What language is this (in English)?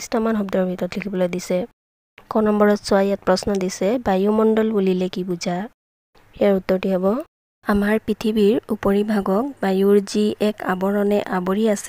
Assamese